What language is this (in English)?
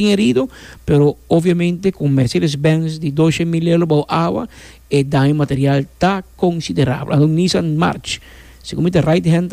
Papiamento